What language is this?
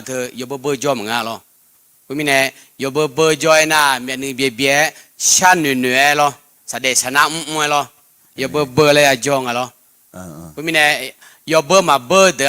Akha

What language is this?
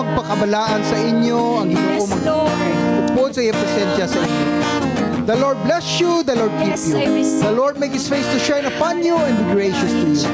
Hiligaynon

